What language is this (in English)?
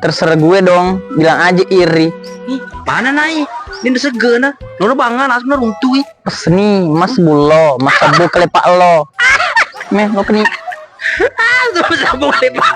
Buginese